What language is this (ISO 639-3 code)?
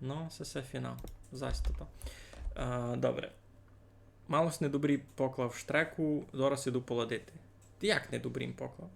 rue